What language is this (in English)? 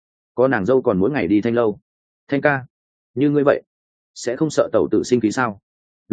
Vietnamese